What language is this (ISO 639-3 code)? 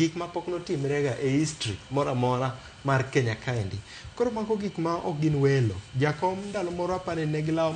luo